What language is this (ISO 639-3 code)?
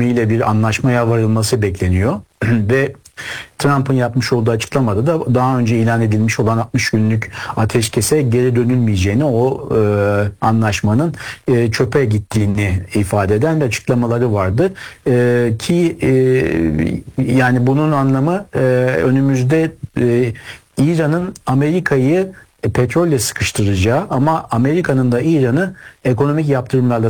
tur